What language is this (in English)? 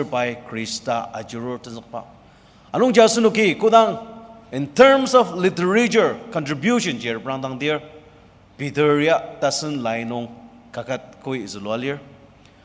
Ao Naga